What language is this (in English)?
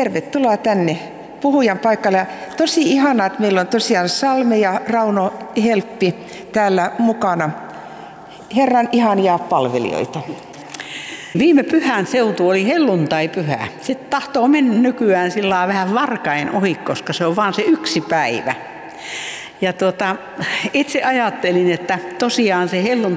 Finnish